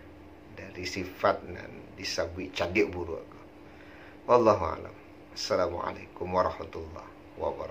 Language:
Minangkabau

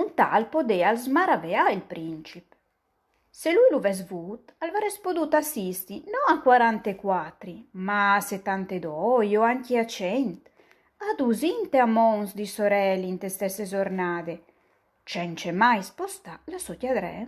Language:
Friulian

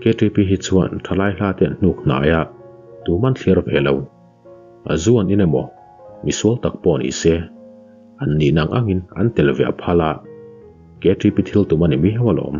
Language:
Mizo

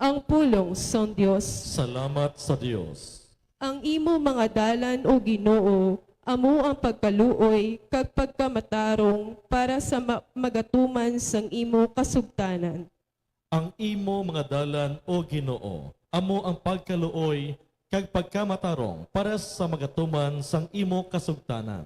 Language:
Hiligaynon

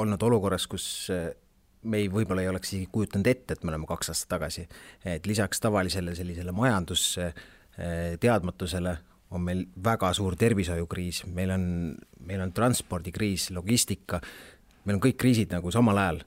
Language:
Estonian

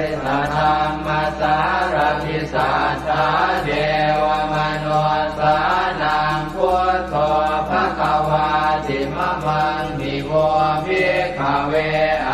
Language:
Pali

